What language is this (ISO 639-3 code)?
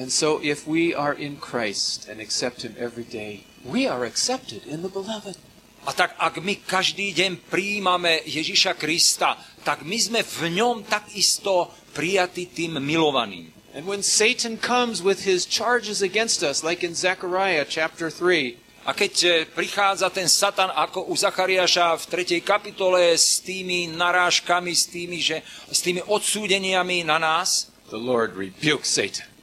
slk